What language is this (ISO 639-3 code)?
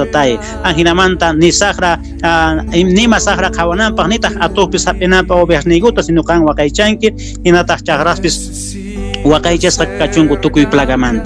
quh